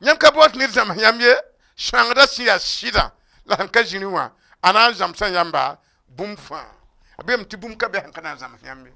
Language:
Mossi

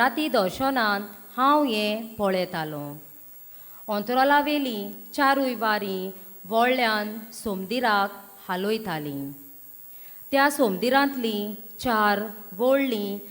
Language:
Konkani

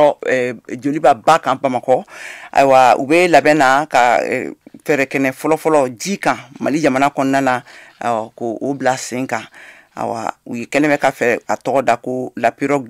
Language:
Bambara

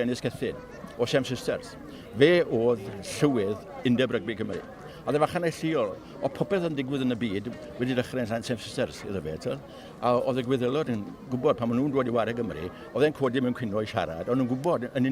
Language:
Welsh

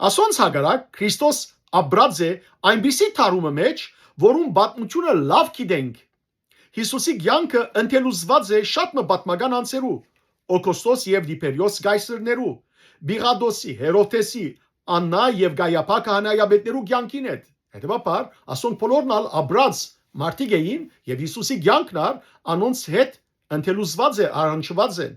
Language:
Western Armenian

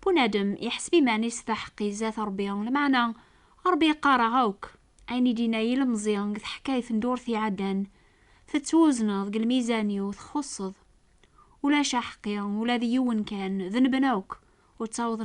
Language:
Kabyle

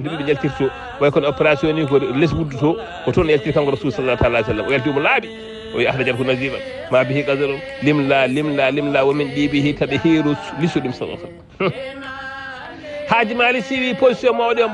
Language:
Fula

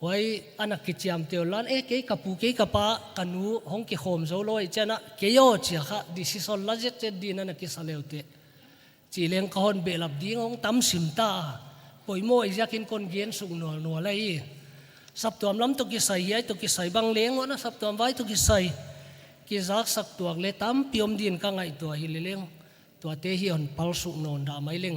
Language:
Paite Chin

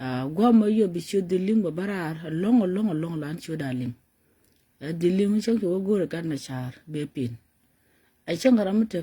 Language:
Nuer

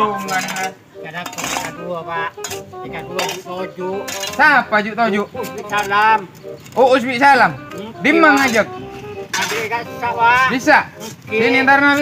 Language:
Madurese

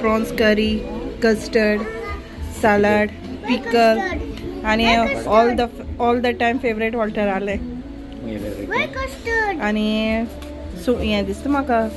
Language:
Konkani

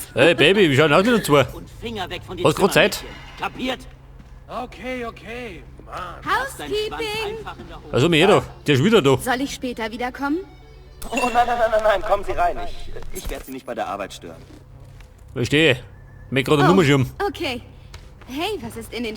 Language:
Bavarian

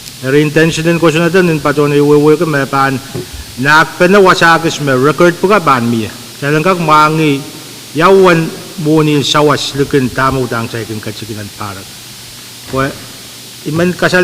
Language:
Pohnpeian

